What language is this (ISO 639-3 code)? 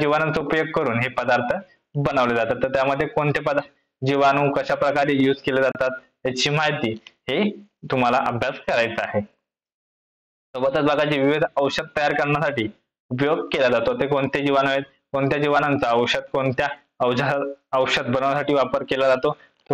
mar